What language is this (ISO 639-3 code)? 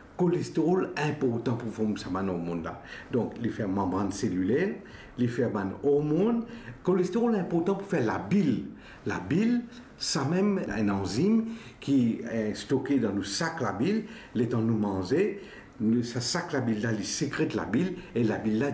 mfe